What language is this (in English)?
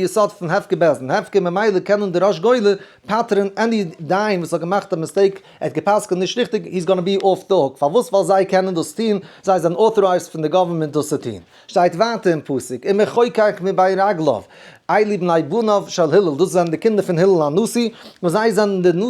Yiddish